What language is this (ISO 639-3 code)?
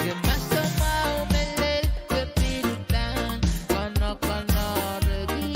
pon